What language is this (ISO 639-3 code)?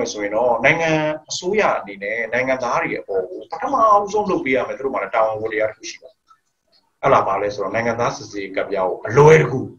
mya